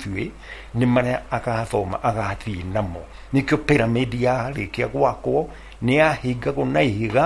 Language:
Kikuyu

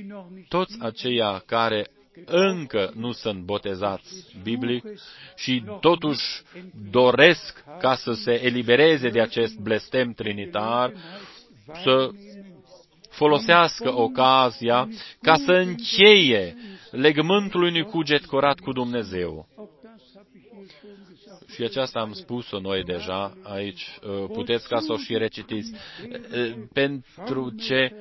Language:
Romanian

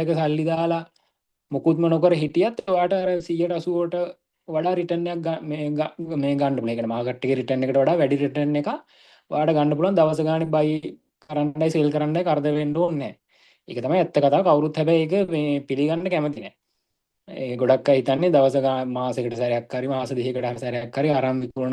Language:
Sinhala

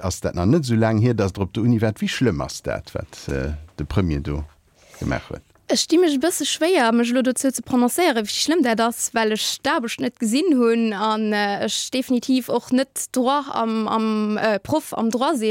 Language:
Luxembourgish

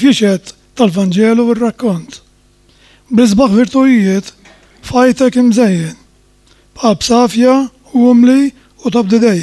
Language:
Maltese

